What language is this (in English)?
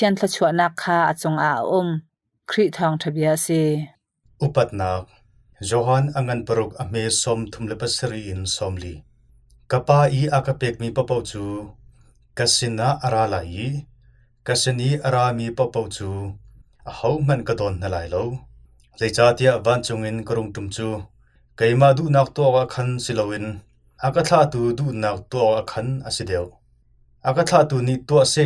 Hakha Chin